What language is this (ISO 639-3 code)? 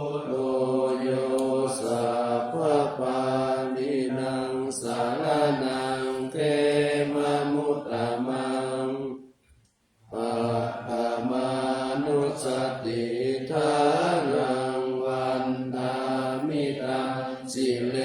pli